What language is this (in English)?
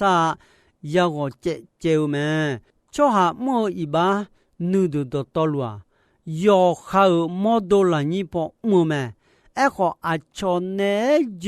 Akha